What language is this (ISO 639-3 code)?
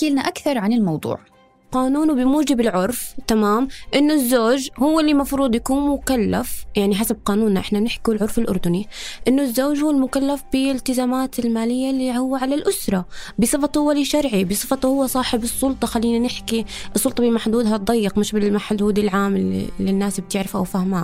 apc